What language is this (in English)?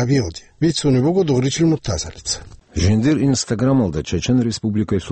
Avaric